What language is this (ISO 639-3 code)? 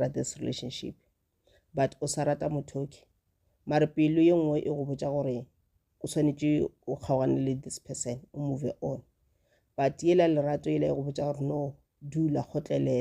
nso